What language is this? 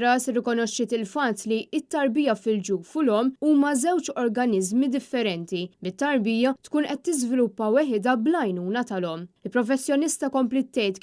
Maltese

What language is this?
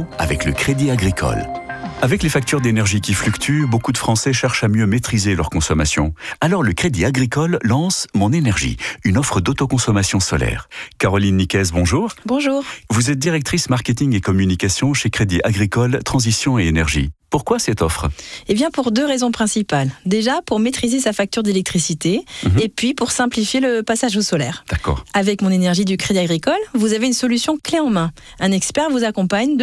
French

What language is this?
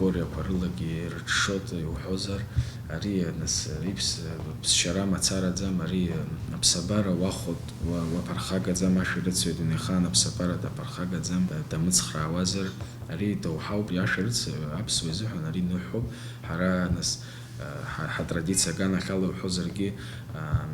Abkhazian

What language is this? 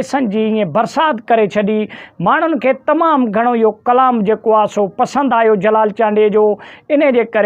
Sindhi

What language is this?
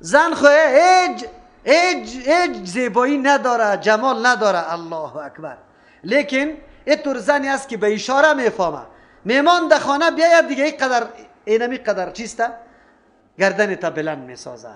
Persian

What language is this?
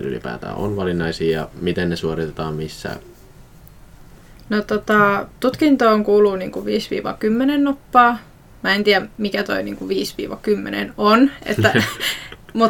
Finnish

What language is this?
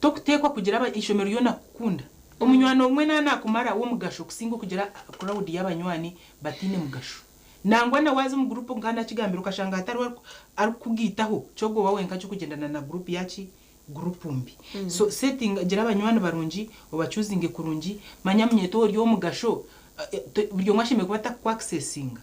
Nyankole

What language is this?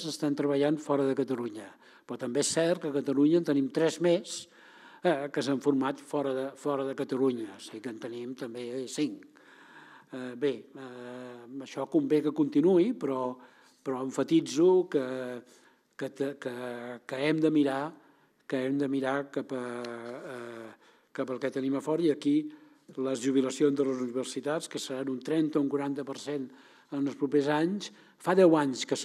Catalan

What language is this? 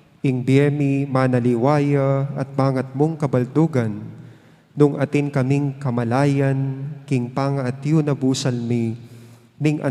Pampanga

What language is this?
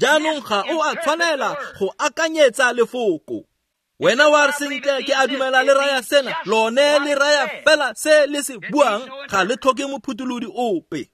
Tswana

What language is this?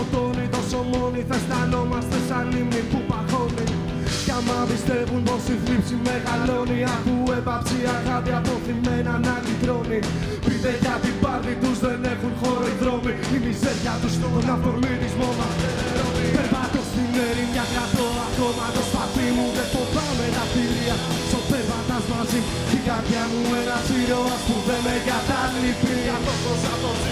Greek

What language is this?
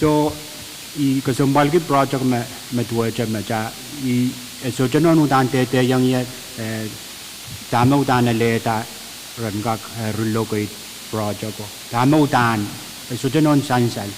Pohnpeian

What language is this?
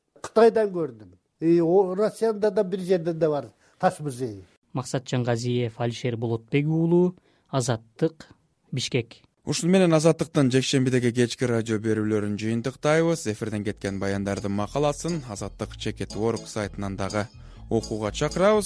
Kyrgyz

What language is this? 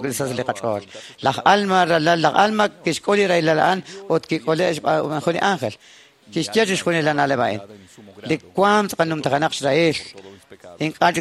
Kekchí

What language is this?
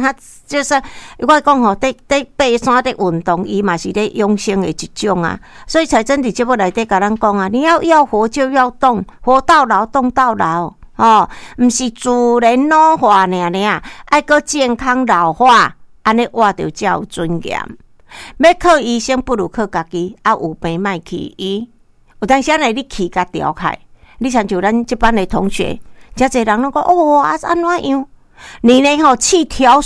Min Nan Chinese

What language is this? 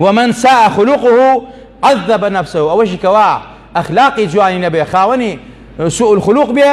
Central Kurdish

